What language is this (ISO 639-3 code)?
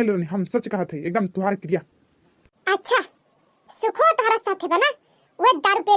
bho